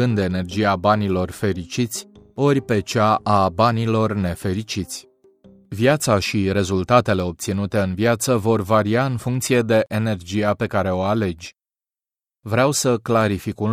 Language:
Romanian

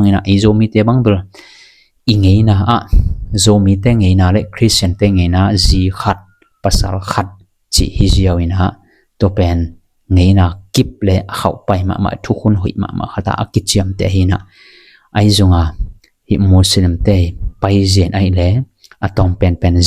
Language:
Tedim Chin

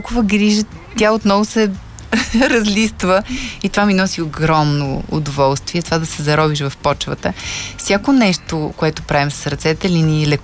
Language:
Bulgarian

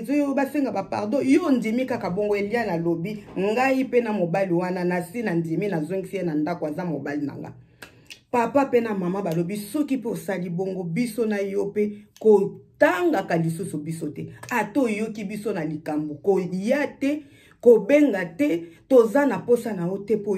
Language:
Lingala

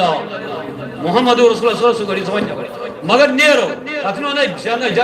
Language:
Kashmiri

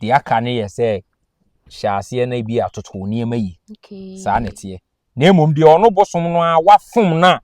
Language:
Akan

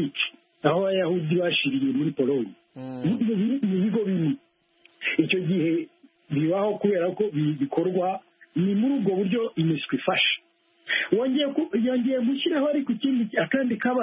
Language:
Kinyarwanda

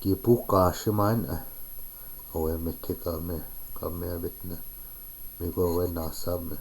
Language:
Chippewa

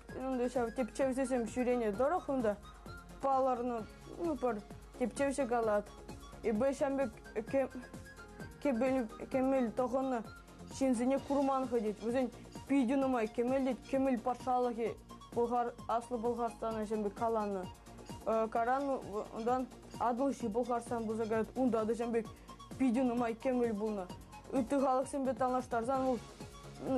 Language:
Chuvash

